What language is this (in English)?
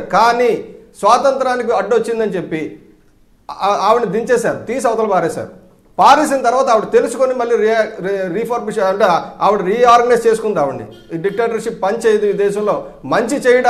Telugu